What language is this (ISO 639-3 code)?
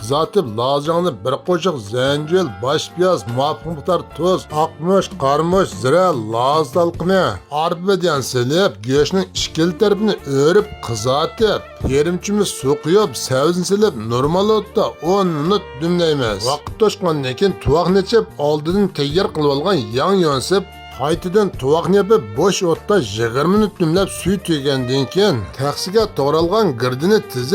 uig